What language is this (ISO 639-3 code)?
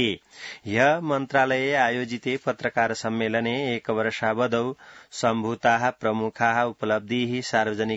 san